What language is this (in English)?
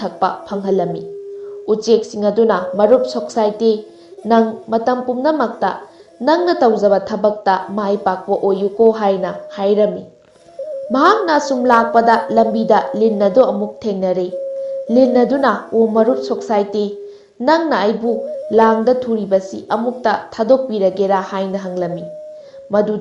Manipuri